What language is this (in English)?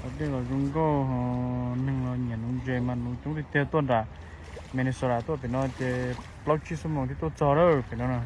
Hmong